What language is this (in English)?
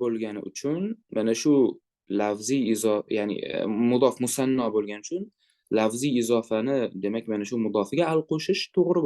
Uzbek